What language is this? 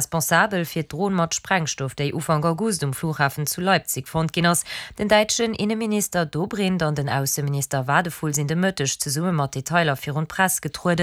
Luxembourgish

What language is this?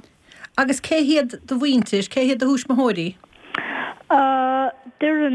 Irish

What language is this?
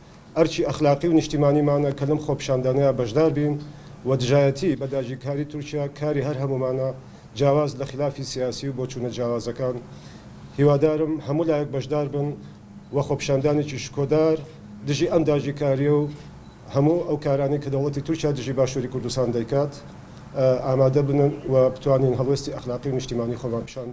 Central Kurdish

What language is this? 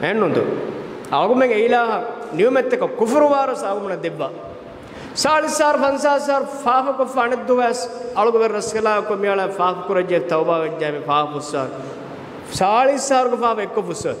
Divehi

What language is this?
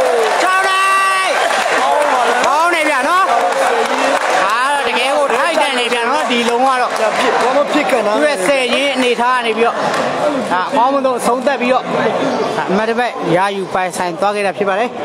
Burmese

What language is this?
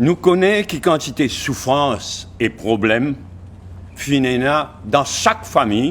Morisyen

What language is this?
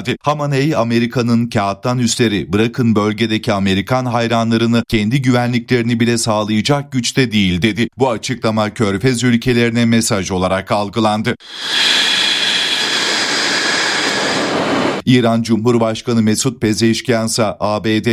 Turkish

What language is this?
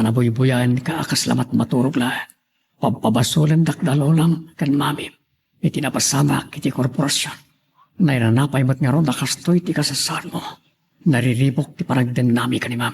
Iloko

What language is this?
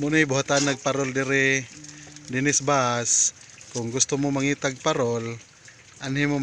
Cebuano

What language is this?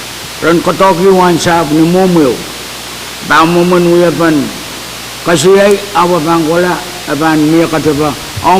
Pohnpeian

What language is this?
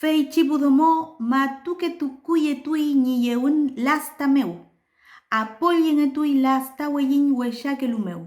Mapuche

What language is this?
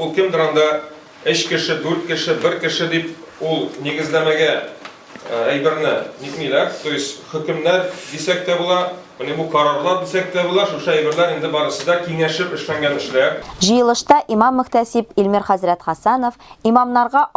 Tatar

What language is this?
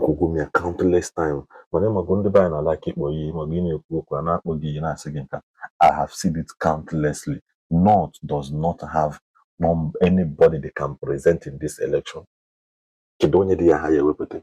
Igbo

